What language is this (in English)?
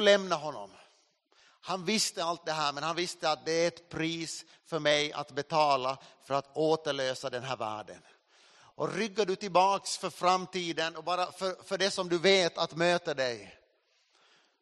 Swedish